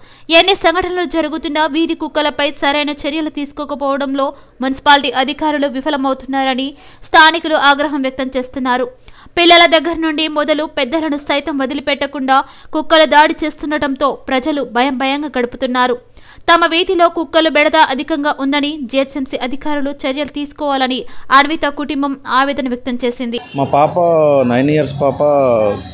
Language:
Telugu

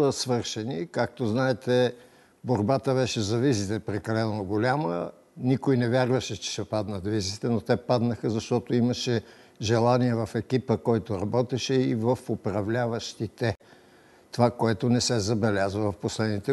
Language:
Bulgarian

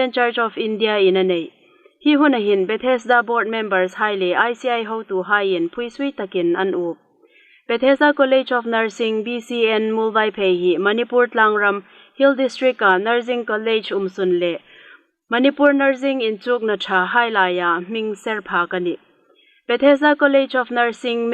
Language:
Hmar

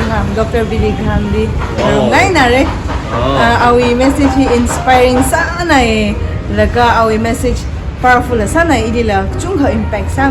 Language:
Tangkhul Naga (India)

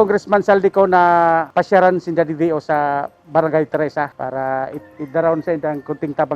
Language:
Bikol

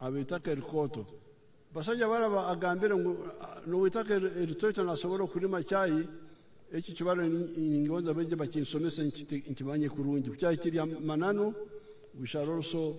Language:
Nyankole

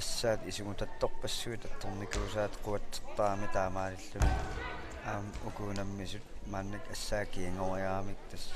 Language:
Kalaallisut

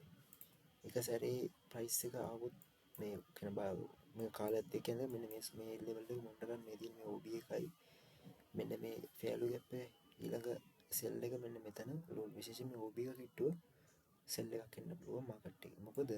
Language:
Sinhala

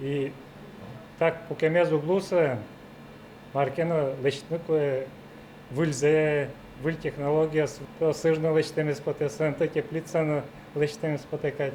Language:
Udmurt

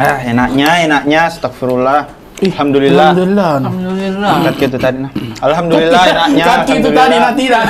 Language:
Makassar Malay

